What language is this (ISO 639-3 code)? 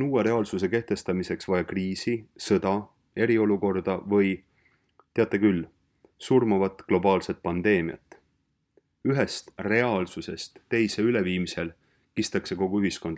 est